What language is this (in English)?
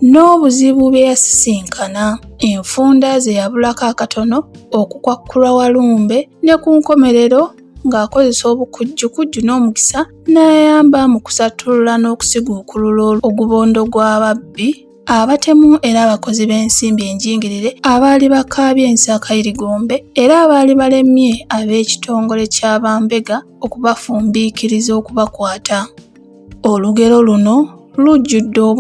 Ganda